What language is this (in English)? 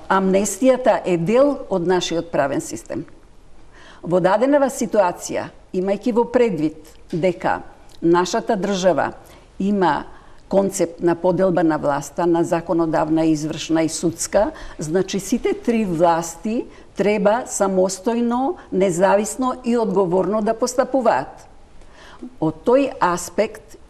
Macedonian